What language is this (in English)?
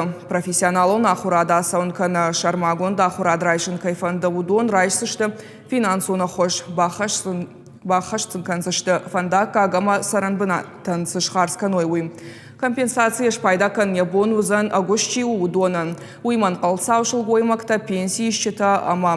Ossetic